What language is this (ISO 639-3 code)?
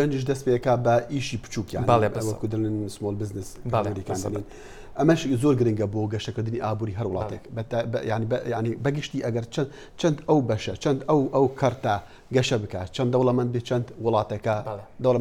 ckb